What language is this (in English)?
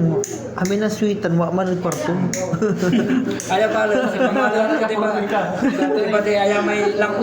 Pangasinan